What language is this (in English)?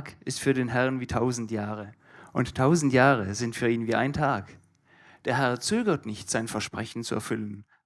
Swiss German